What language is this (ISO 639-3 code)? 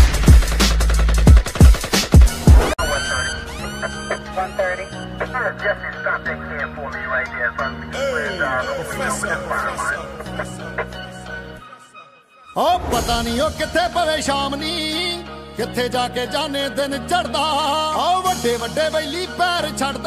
pan